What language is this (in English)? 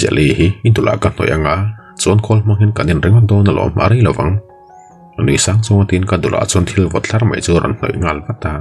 Mizo